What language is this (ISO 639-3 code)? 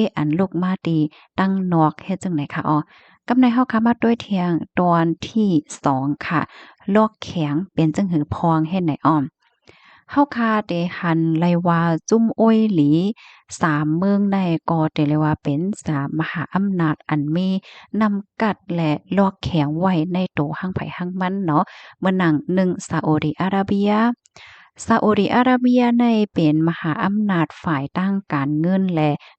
shn